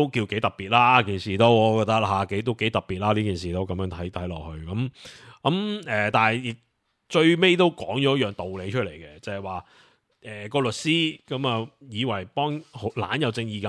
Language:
Cantonese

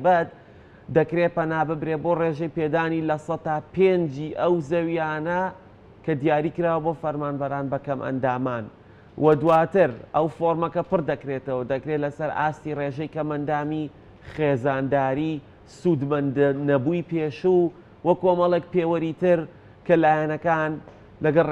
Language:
Central Kurdish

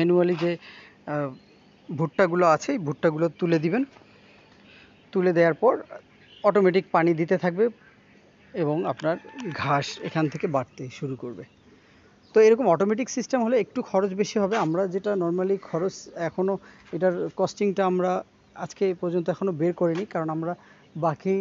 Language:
Bangla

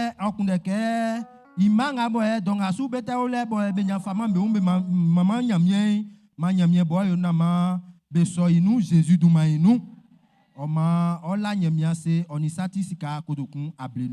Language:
Baoulé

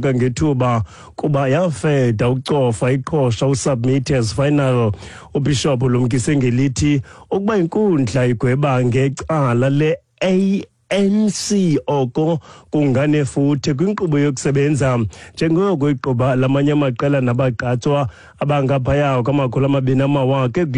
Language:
Xhosa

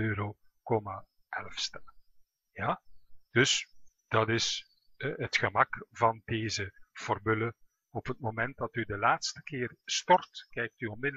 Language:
Dutch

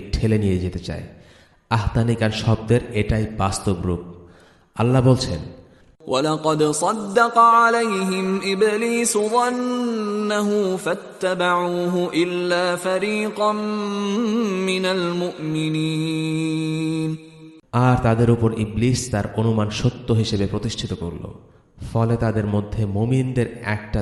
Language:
Bangla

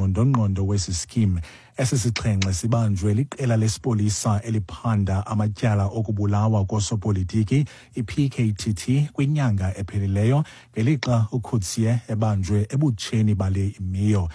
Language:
Xhosa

